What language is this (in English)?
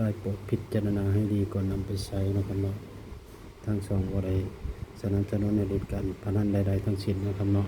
Northeastern Thai